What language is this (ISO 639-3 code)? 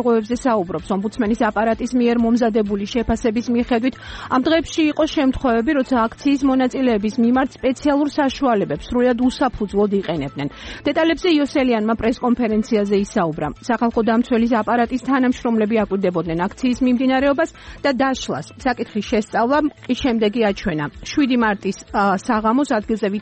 kat